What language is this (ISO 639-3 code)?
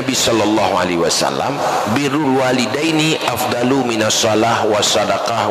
ace